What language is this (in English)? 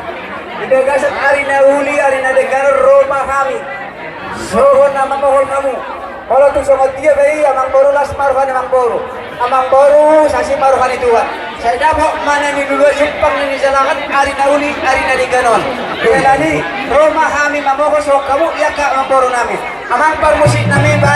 Batak Toba